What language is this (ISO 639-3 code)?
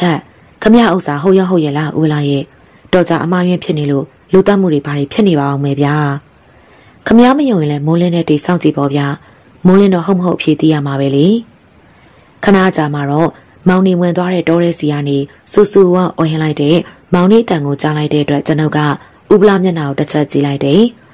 mya